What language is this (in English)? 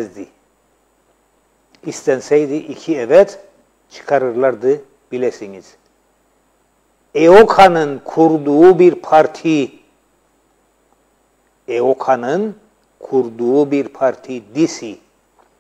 Turkish